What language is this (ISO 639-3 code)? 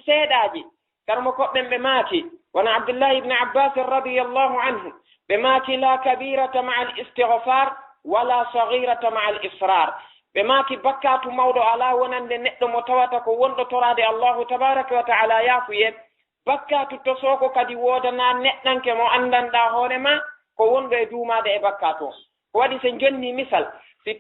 ful